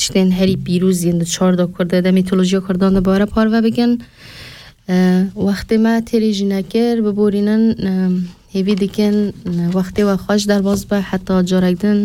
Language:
Kurdish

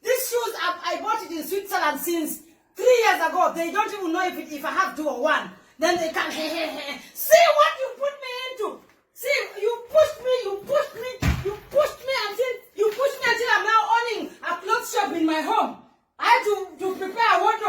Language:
Nigerian Pidgin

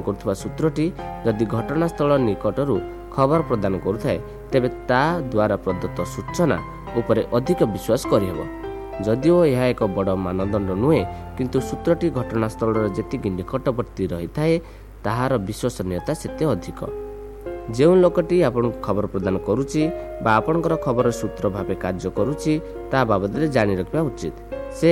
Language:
Odia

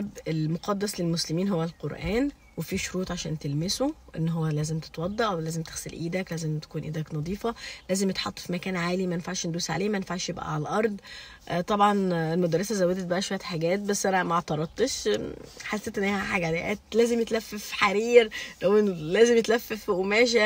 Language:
Egyptian Arabic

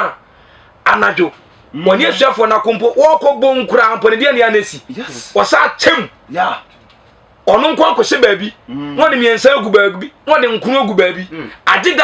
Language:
Akan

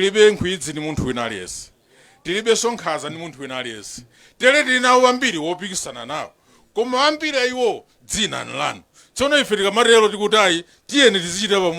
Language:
Nyanja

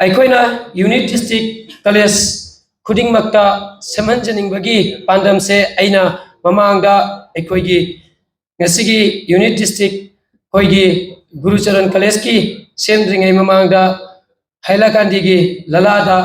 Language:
Manipuri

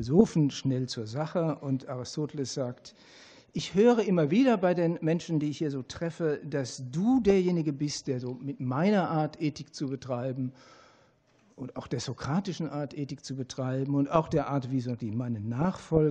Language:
German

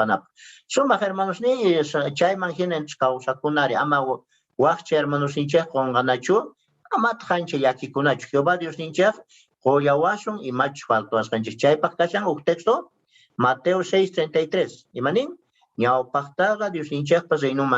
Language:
South Bolivian Quechua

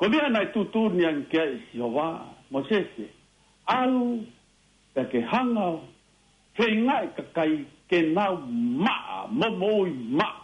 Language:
Tongan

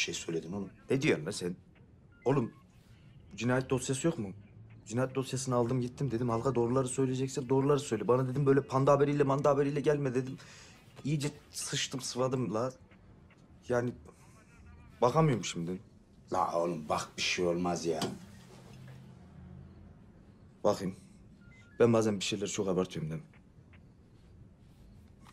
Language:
Turkish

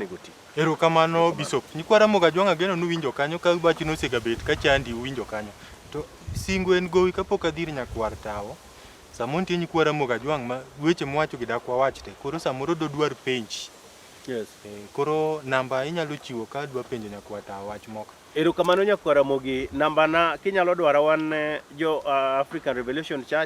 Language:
Luo (Kenya and Tanzania)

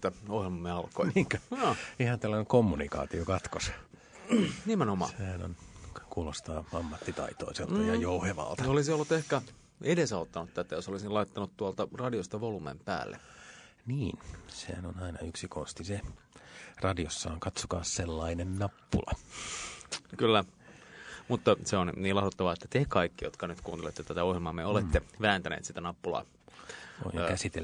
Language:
Finnish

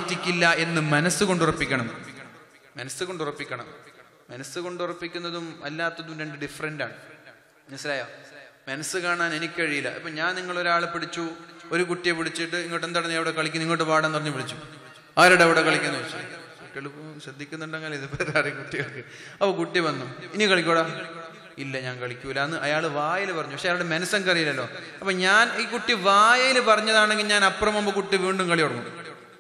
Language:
Malayalam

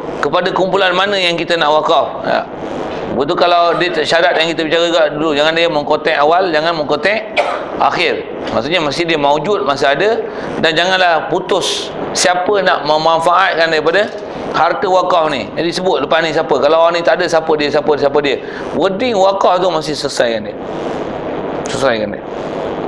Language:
Malay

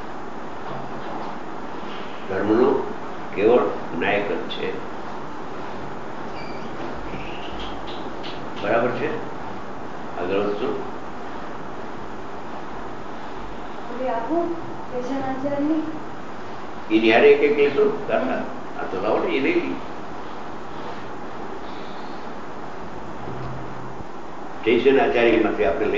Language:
Gujarati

